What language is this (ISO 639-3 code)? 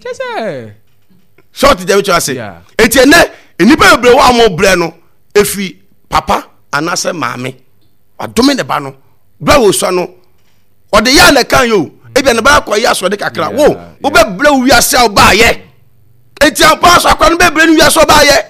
aka